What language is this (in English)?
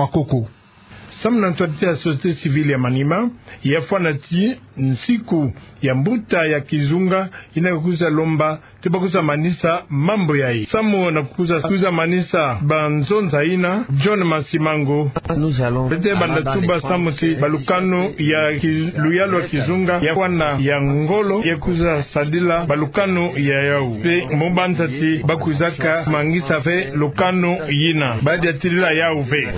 Kituba (Democratic Republic of Congo)